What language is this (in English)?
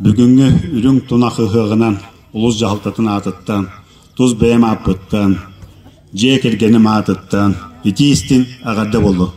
Yakut